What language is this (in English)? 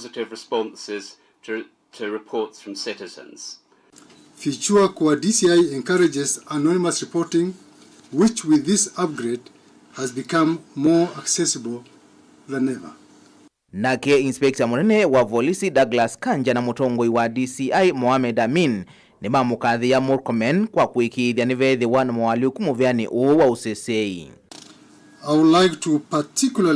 Kamba